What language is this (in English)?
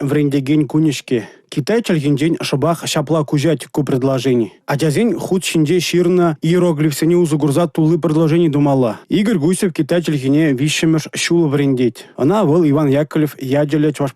Chuvash